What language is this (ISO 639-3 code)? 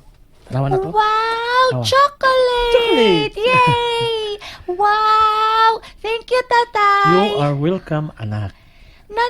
ceb